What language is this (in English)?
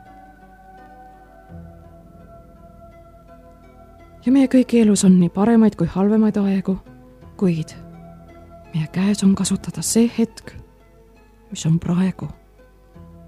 Estonian